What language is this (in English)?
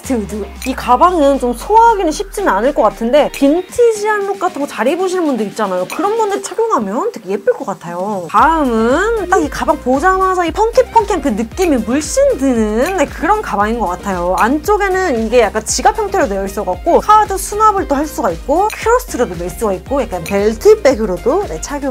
Korean